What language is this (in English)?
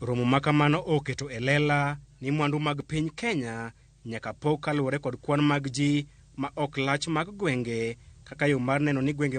Luo (Kenya and Tanzania)